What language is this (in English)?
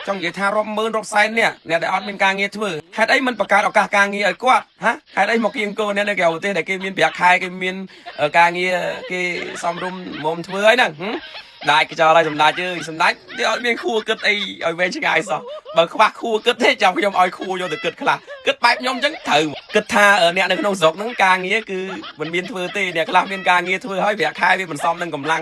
Khmer